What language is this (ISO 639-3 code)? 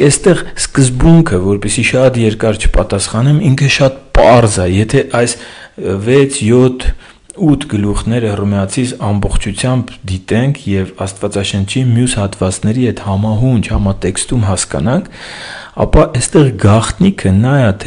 hye